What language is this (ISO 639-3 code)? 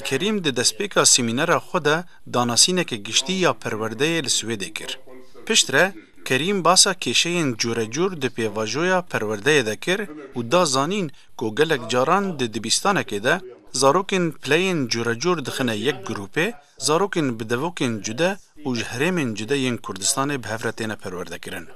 kur